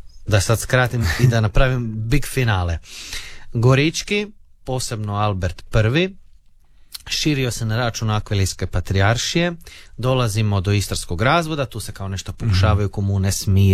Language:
Croatian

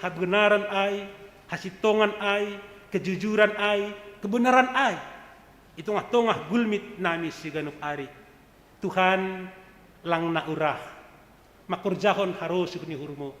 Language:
Batak Simalungun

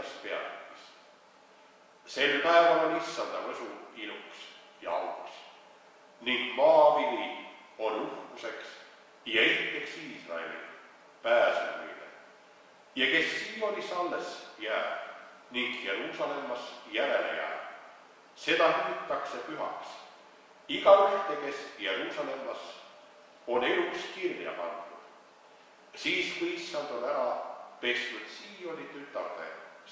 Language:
Estonian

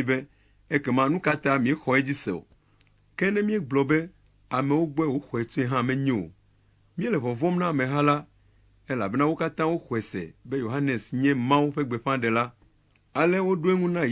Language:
Ewe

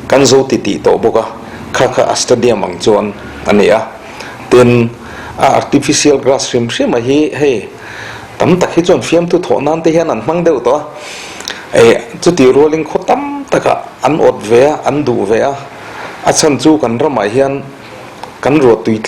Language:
Mizo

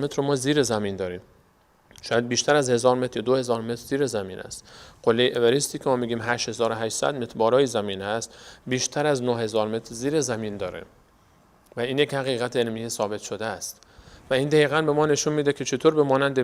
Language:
Persian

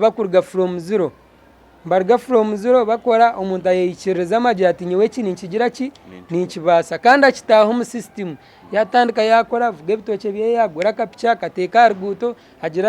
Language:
Nyankole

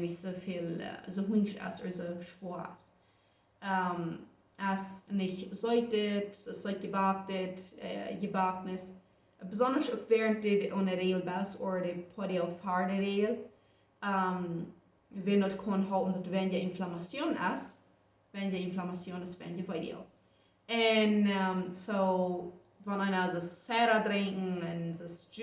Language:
Plautdietsch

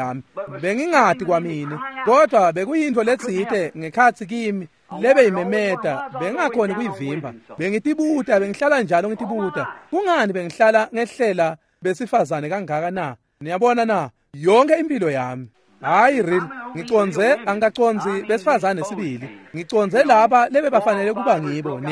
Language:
Swati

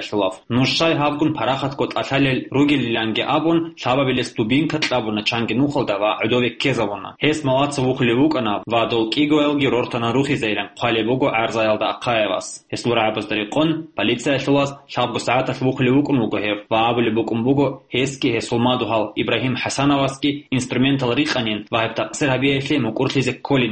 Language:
Avaric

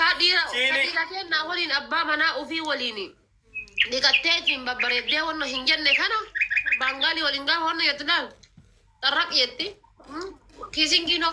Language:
Oromo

